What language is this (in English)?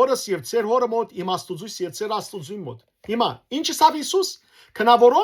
Western Armenian